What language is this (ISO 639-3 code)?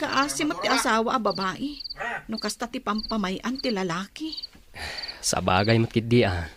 ilo